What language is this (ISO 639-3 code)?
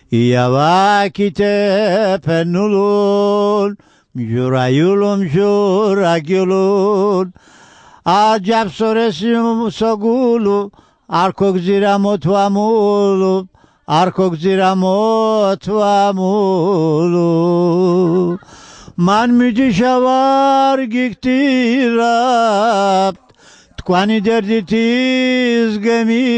lzz